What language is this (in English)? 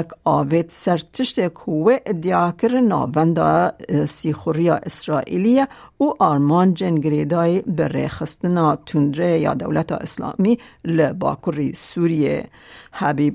Kurdish